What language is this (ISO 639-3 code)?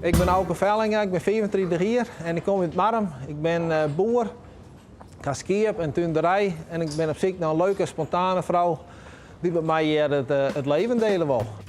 fry